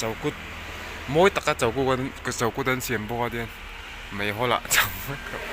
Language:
Mizo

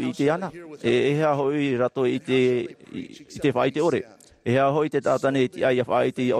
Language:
Tahitian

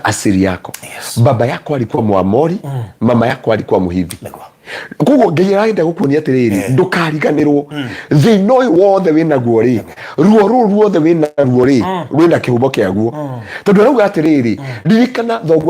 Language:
Kikuyu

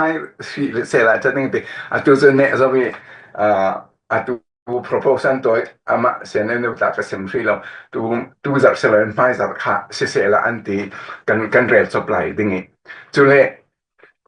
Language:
Falam Chin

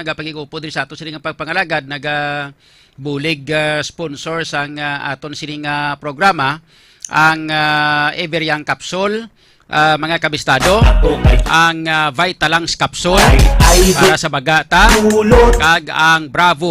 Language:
Hiligaynon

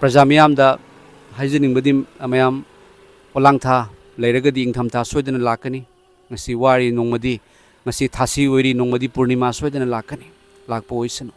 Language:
Manipuri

